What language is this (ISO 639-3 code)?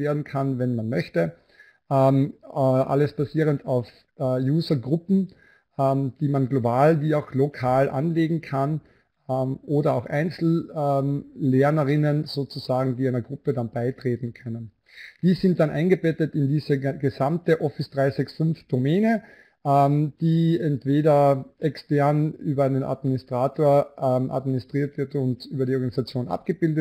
deu